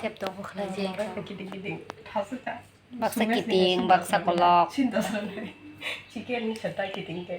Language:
Kok Borok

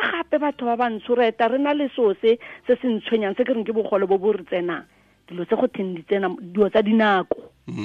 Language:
Tswana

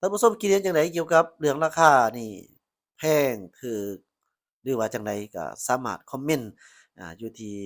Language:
Lao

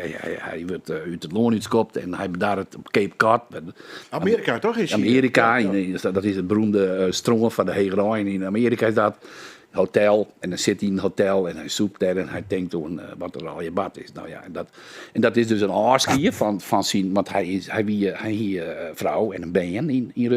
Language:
Western Frisian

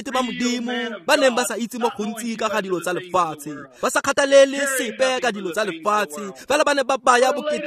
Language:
Tswana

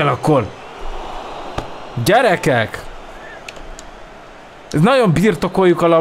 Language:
Hungarian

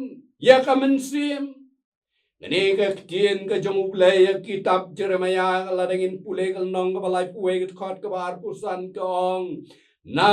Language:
Khasi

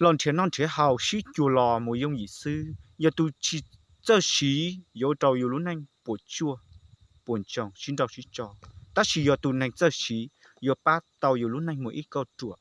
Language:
Hmong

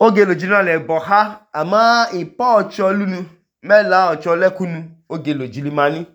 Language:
Idoma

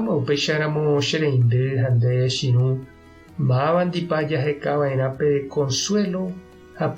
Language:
Guarani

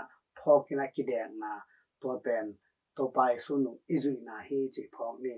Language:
Tedim Chin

